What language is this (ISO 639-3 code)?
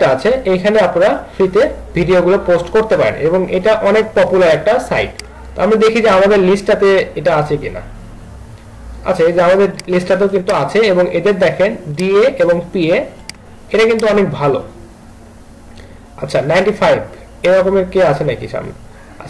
ben